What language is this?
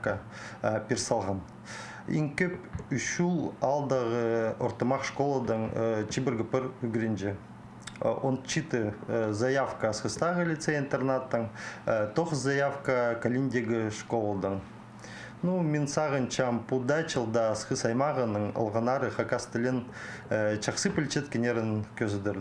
Khakas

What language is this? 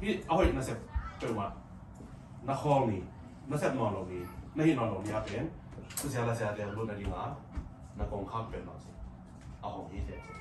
Tedim Chin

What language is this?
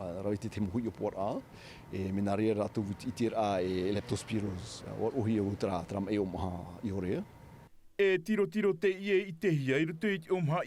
Tahitian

